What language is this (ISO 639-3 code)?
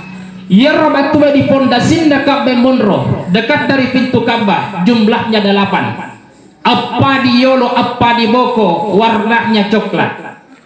bug